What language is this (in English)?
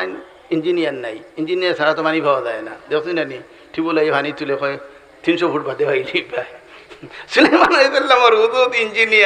Sylheti